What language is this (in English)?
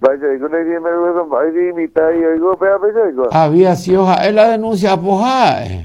Guarani